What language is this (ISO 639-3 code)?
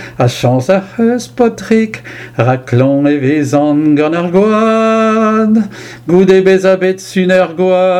bre